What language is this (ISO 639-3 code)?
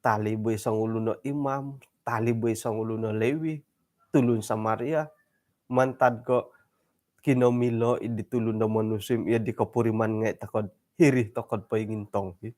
dtp